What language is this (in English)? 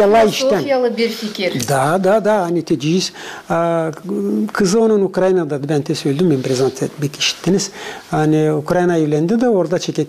Gagauz